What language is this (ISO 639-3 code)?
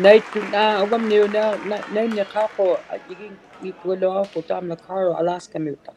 iku